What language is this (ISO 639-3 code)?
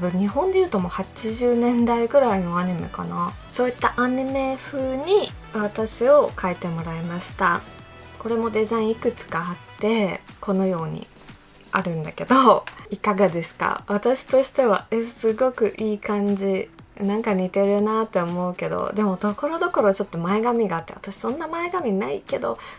jpn